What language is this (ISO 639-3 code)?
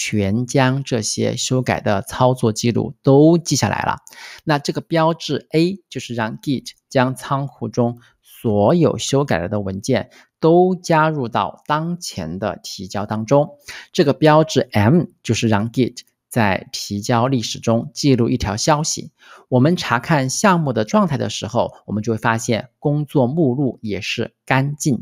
zho